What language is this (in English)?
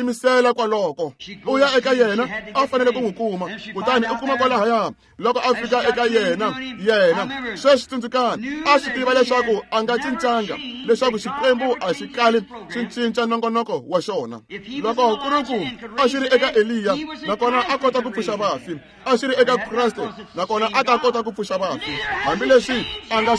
Tsonga